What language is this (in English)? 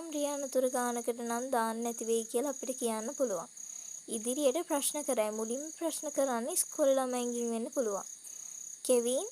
Sinhala